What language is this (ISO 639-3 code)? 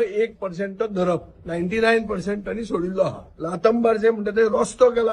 kok